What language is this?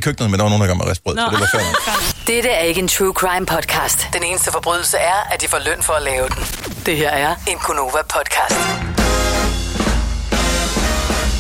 Danish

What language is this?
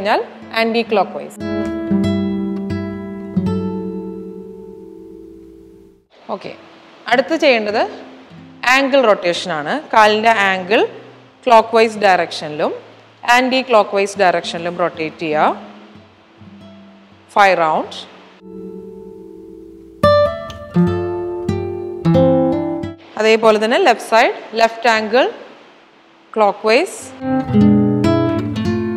Malayalam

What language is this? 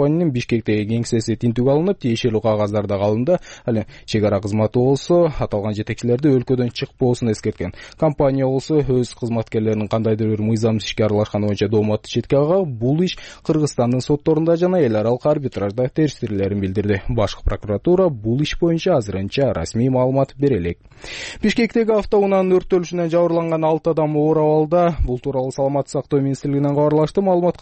Kyrgyz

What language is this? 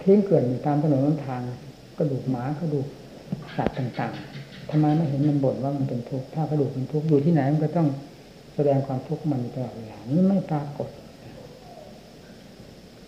Thai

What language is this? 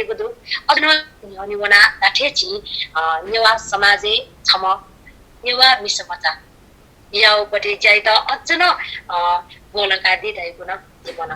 Newari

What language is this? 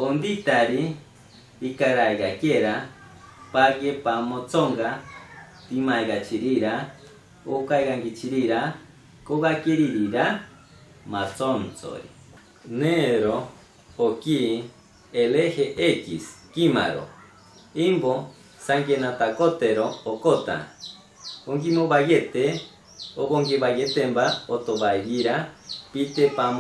Machiguenga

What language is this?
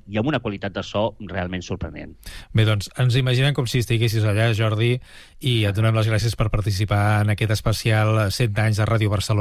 Catalan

